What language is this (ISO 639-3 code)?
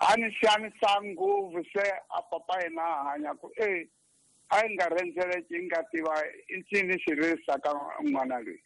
tso